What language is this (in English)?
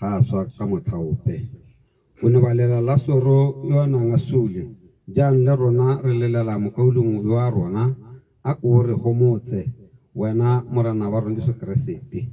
Tswana